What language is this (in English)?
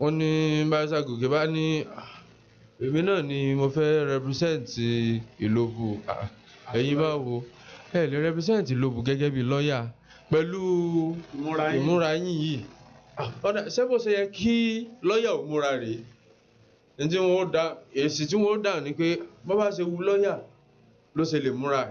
Yoruba